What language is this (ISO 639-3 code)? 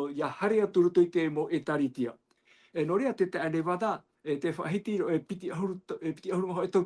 tah